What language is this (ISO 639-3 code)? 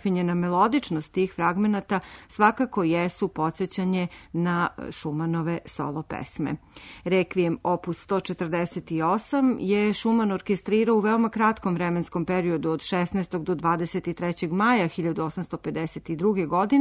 srp